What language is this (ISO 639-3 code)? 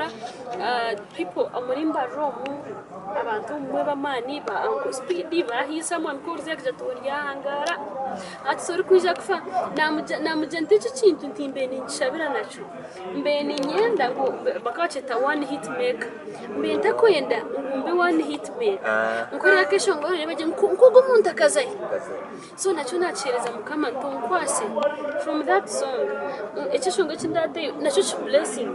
nyn